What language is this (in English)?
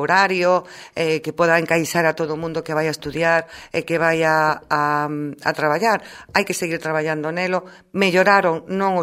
Galician